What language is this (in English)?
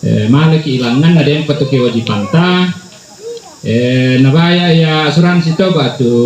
Toraja-Sa'dan